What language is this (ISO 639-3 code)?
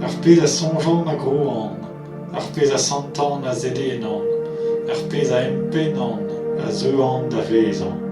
bre